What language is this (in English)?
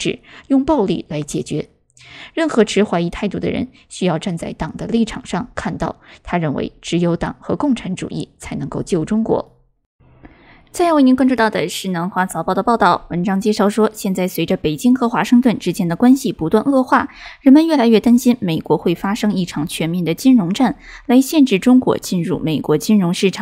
Chinese